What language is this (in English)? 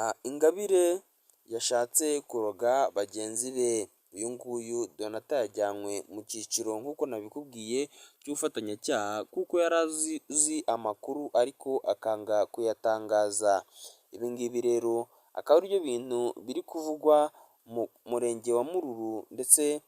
Kinyarwanda